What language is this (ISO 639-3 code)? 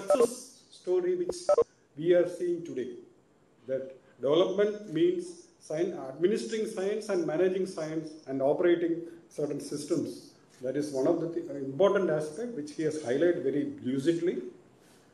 eng